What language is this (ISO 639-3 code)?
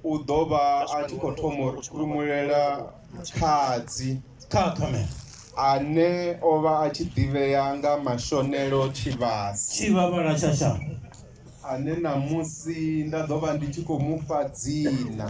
ven